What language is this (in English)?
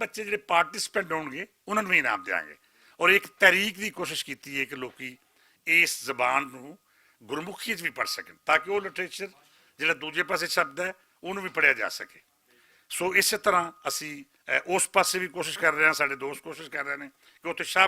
Western Panjabi